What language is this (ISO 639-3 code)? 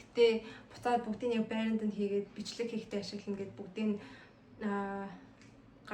mon